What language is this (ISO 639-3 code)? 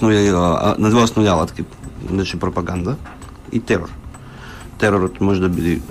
mkd